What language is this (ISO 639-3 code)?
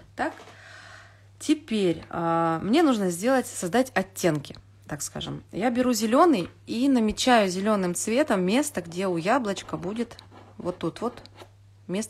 rus